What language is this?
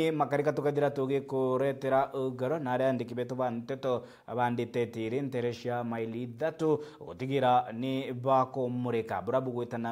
Meru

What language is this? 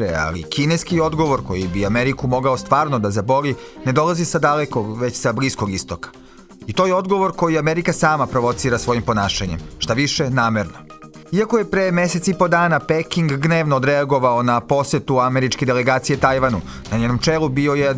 Serbian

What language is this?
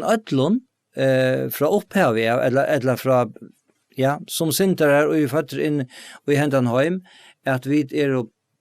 Faroese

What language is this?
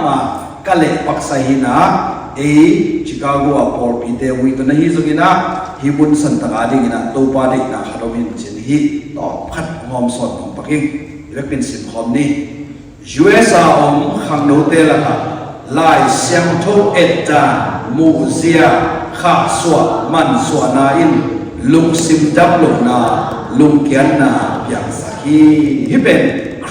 Tedim Chin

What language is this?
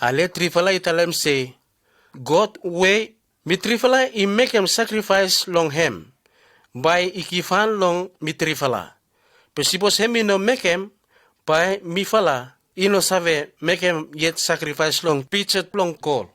Bislama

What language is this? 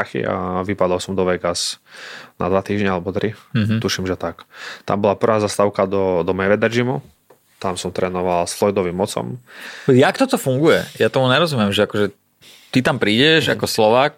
Slovak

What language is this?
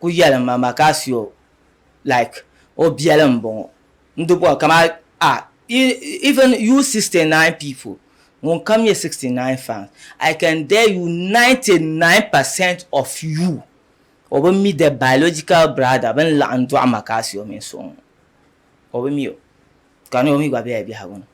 Dagbani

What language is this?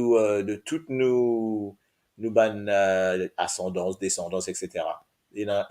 Morisyen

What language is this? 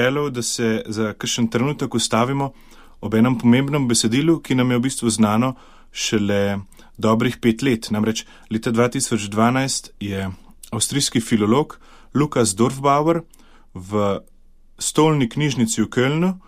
Slovenian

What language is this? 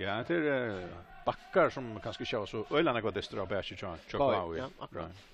Faroese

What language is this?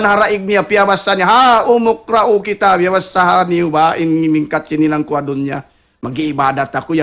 Tausug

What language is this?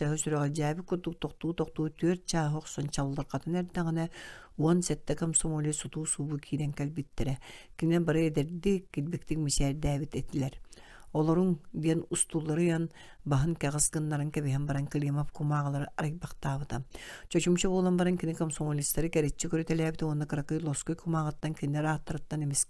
Yakut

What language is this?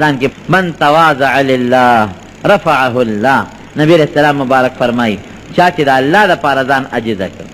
Pashto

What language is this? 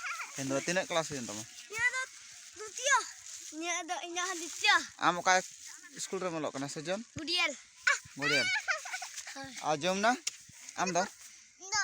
Santali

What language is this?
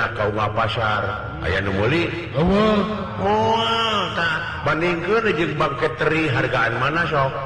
Sundanese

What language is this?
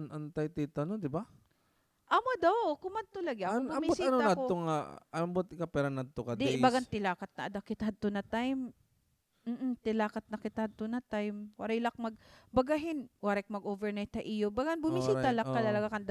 Waray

